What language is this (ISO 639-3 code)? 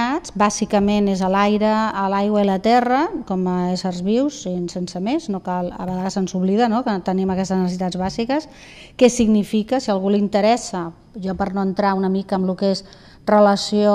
cat